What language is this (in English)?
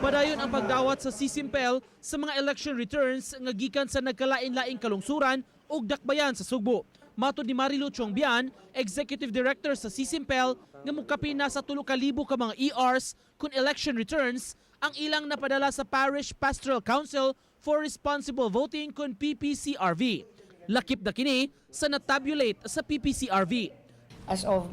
Cebuano